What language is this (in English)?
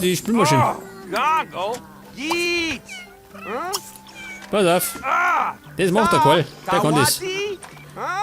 Bavarian